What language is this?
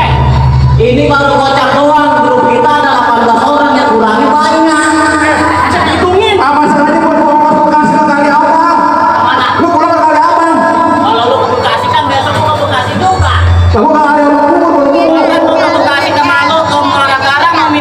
Betawi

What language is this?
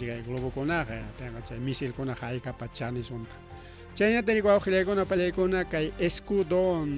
Ayacucho Quechua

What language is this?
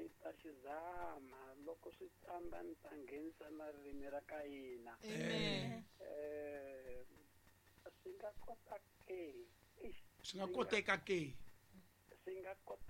Tsonga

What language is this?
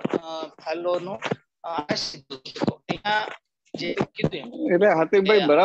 Gujarati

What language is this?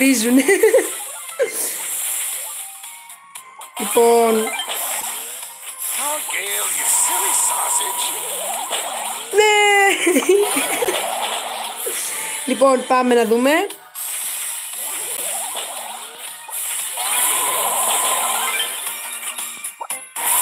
Greek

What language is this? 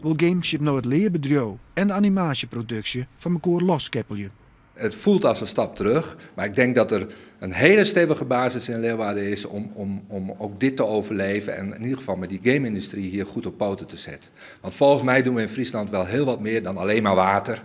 Western Frisian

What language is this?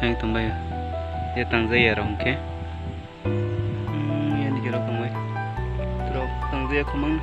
Kok Borok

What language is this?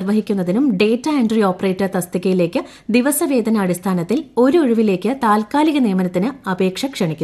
Malayalam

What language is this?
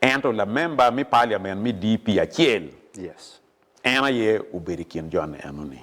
Acoli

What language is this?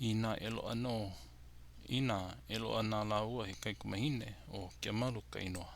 Hawaiian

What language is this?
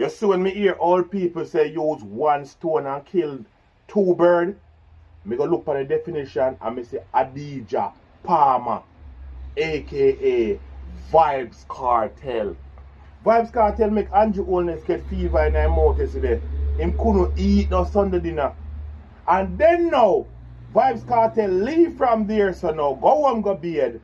Jamaican Creole English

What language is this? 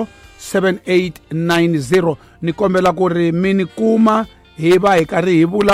Tsonga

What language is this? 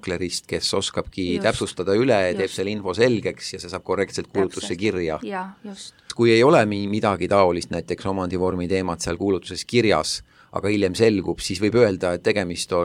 Estonian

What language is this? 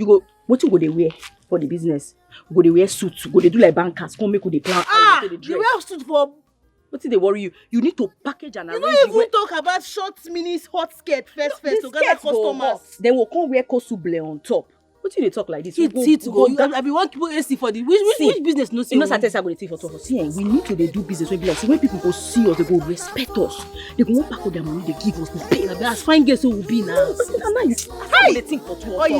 Nigerian Pidgin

